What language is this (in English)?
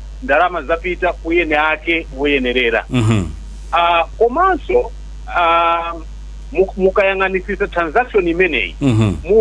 Nyanja